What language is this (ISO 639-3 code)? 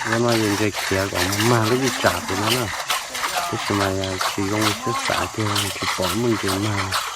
hmn